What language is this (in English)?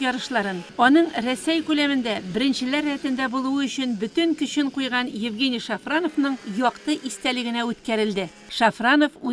Tatar